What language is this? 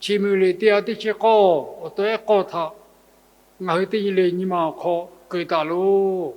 Lahu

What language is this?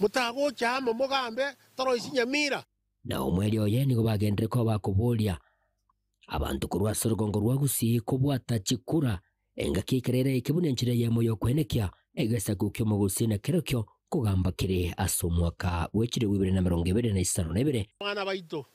Gusii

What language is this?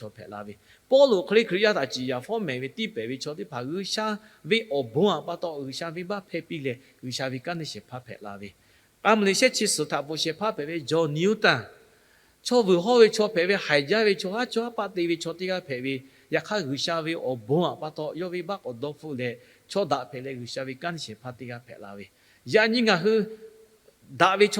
Lahu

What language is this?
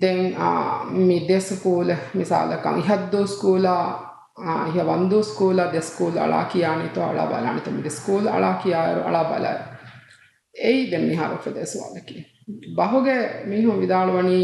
Divehi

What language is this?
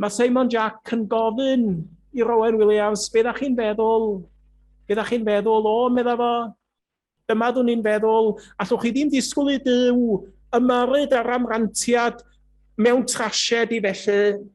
Welsh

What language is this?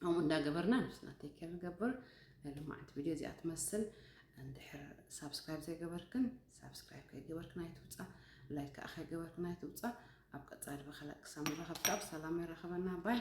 Tigrinya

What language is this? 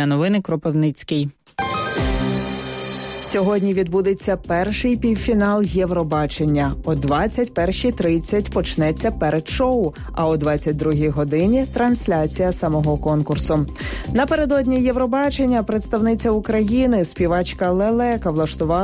Ukrainian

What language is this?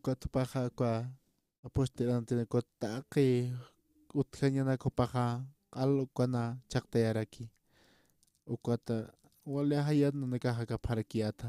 Aymara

